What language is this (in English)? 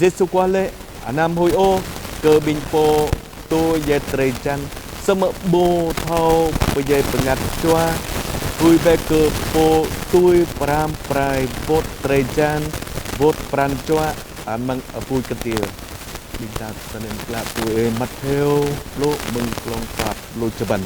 Jarai